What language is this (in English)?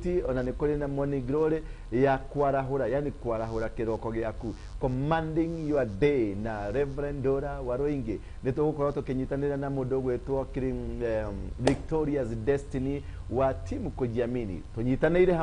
Kikuyu